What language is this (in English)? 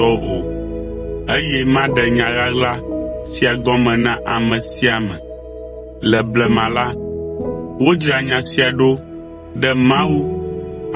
Ewe